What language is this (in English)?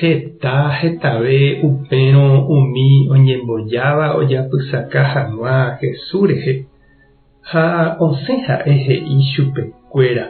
Guarani